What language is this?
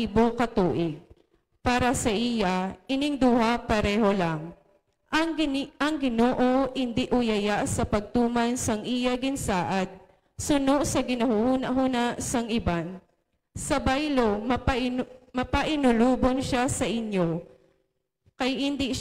Hiligaynon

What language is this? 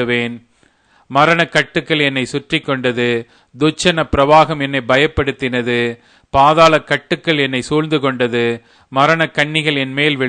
Tamil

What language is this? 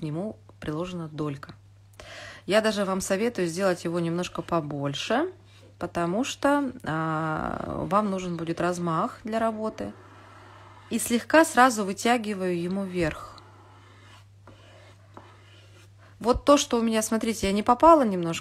Russian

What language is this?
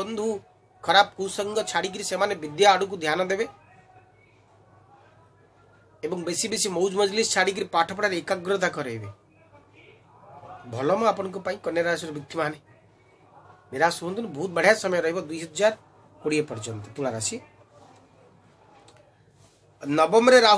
Odia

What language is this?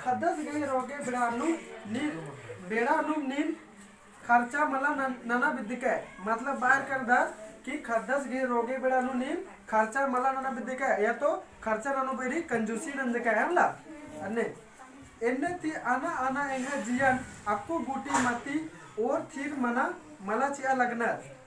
Kurukh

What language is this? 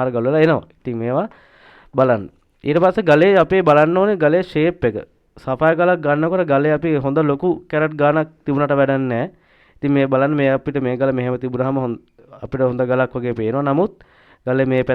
Sinhala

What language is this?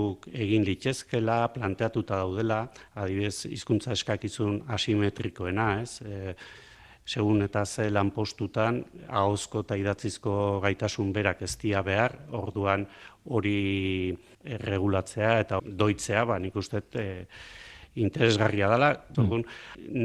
Basque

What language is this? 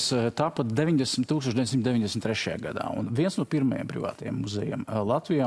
Latvian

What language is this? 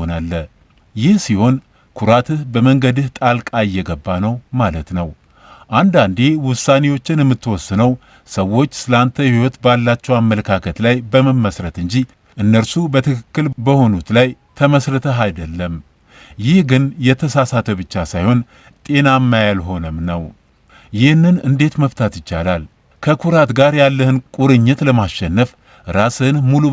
Amharic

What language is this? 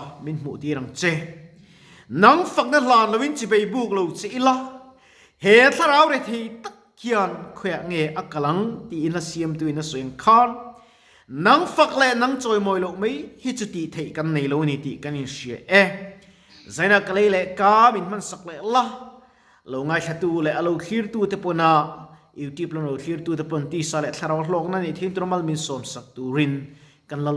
Mizo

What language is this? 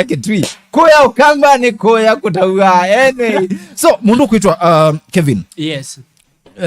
Kamba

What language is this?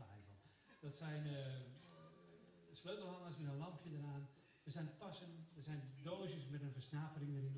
Dutch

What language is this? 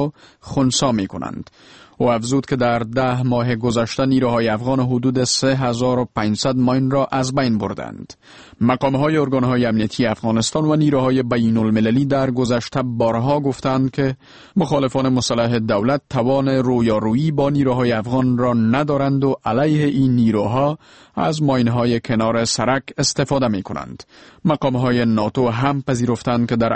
Persian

